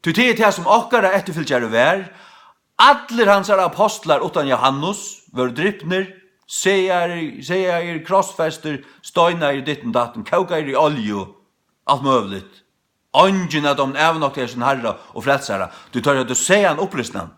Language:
Faroese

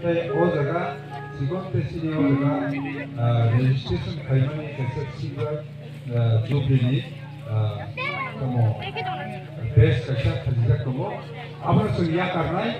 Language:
Kok Borok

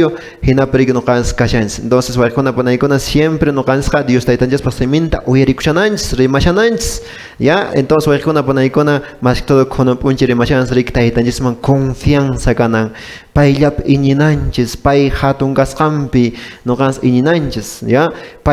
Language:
Quechua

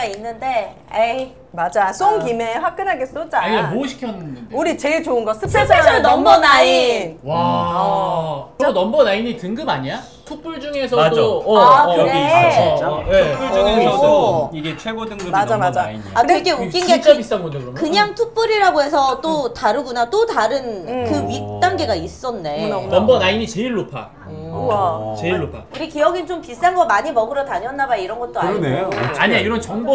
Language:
Korean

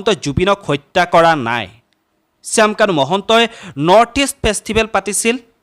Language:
Assamese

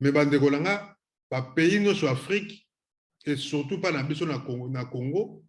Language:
Lingala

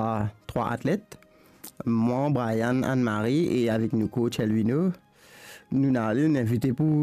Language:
Morisyen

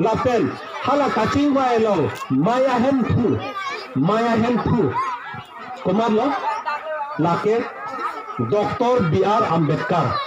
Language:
Karbi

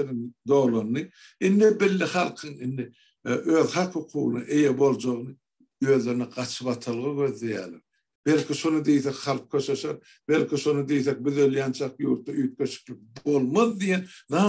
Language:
Turkmen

